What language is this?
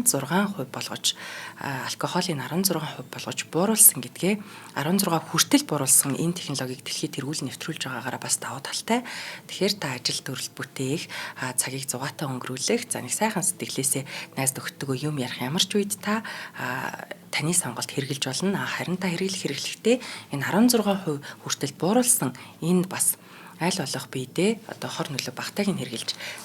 Mongolian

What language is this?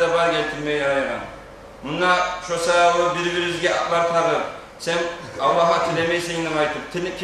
Kumyk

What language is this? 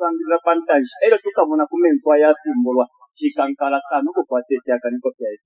Bemba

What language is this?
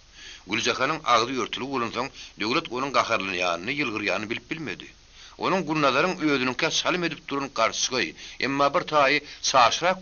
Turkmen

